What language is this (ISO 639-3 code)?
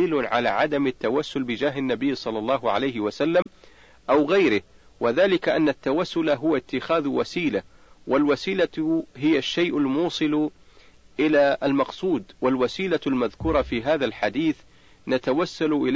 ara